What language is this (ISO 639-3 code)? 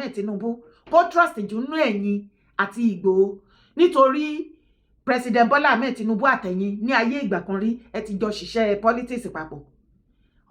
yor